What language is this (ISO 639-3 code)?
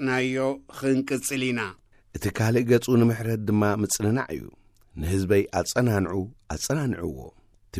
tir